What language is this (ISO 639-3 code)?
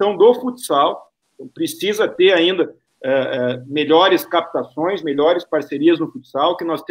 por